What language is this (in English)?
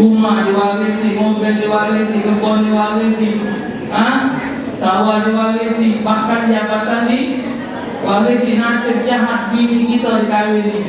Musi